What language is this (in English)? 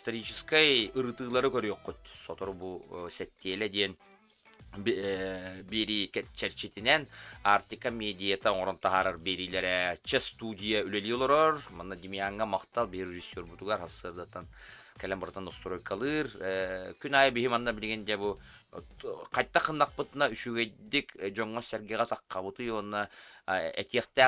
Yakut